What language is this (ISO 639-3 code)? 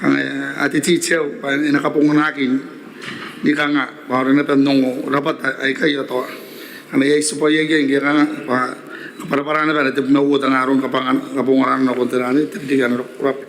gil